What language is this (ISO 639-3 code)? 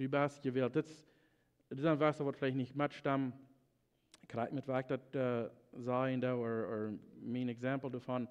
pdt